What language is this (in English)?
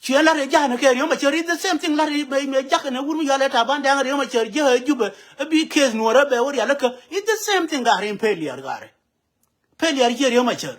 Nuer